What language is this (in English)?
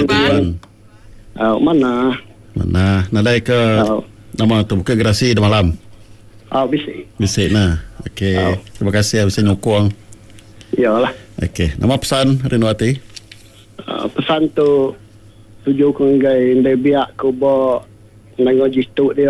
Iban